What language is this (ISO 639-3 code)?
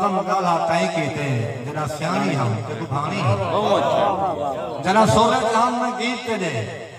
skr